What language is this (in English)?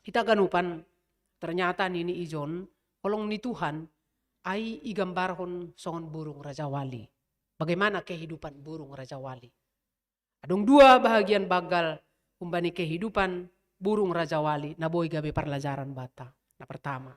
Batak Simalungun